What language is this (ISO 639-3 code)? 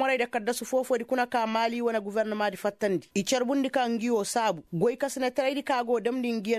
ses